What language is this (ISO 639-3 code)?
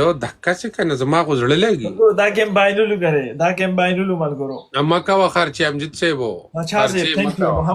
pus